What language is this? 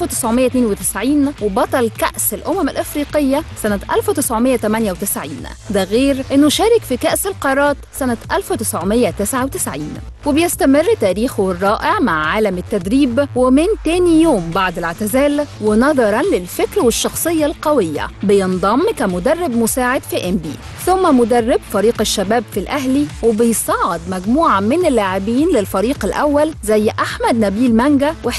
Egyptian Arabic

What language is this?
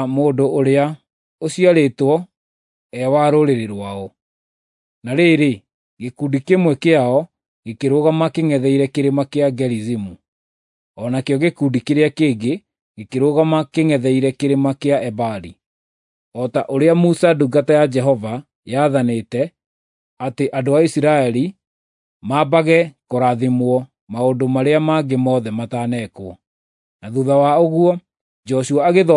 Kikuyu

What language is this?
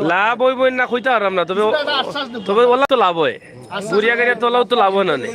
Sylheti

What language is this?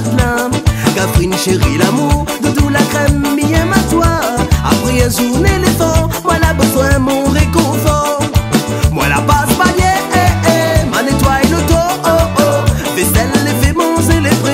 Réunion Creole French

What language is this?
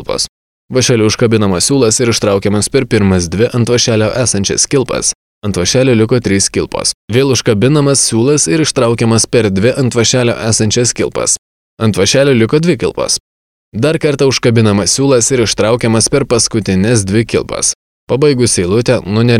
Lithuanian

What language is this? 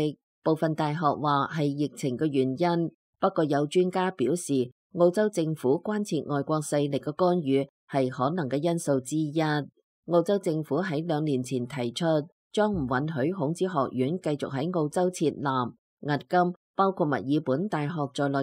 Cantonese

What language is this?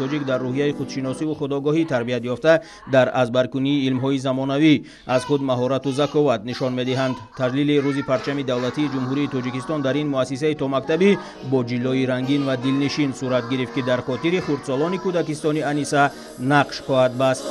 Tajik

